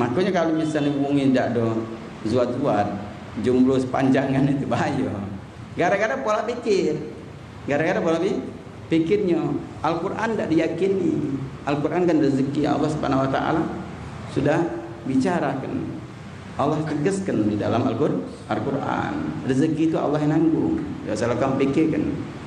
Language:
Musi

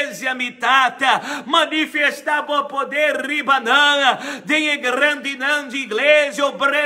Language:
Papiamento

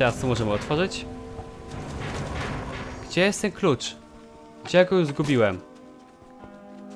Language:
Polish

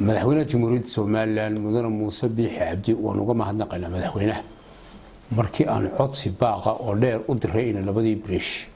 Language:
Somali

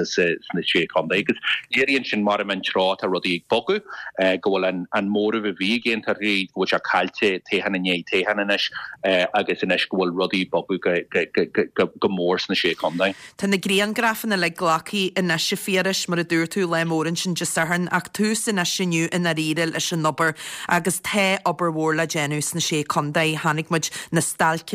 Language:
Irish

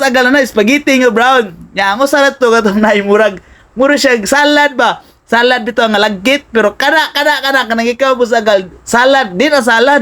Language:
Cebuano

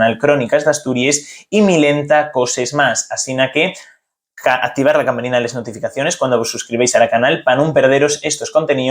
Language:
Asturian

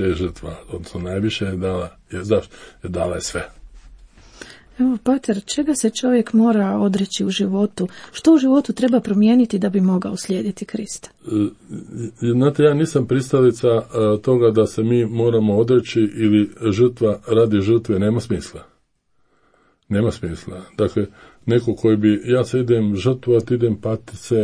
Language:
Croatian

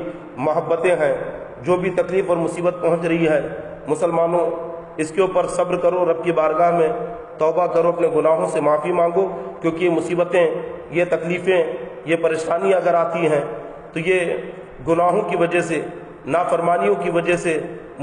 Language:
Urdu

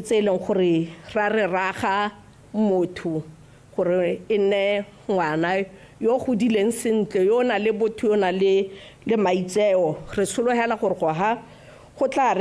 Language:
Tswana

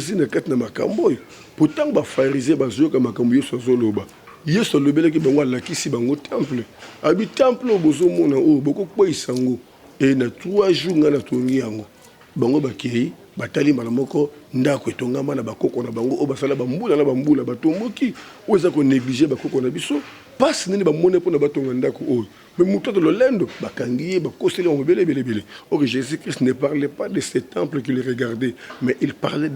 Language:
Lingala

